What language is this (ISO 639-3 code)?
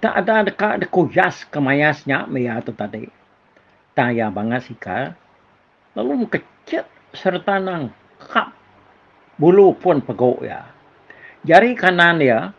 iba